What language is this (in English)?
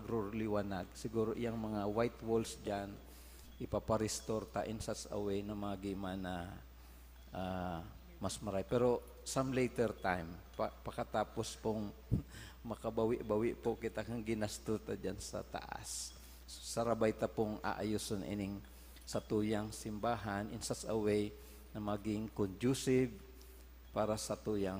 Bikol